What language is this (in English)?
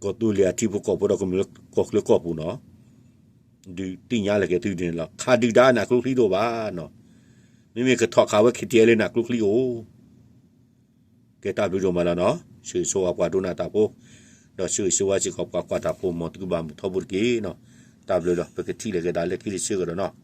S'gaw Karen